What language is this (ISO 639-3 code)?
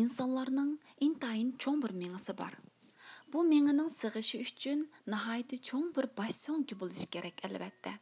uig